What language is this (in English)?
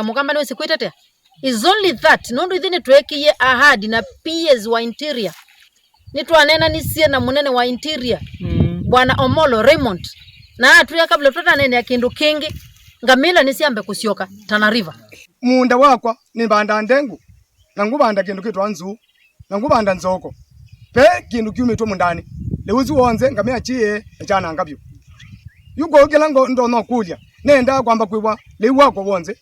Kamba